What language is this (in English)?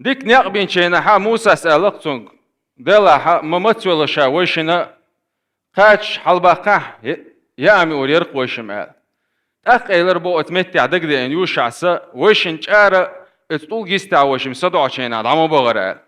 Chechen